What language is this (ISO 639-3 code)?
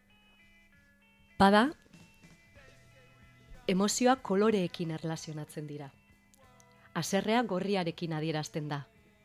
eus